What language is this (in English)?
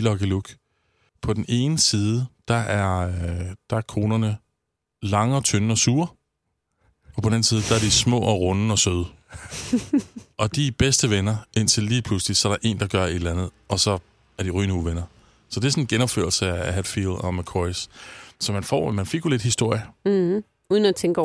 Danish